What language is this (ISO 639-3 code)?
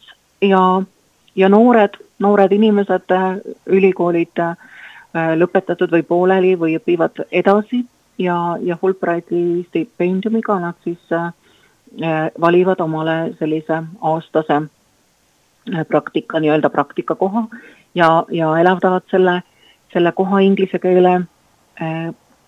est